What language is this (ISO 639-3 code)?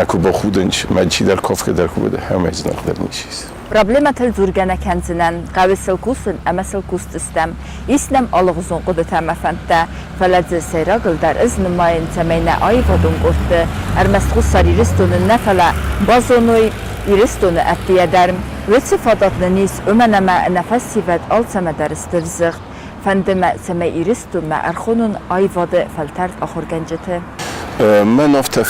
oss